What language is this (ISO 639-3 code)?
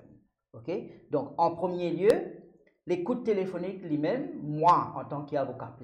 mfe